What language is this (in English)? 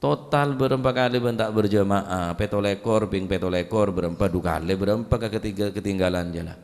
Madurese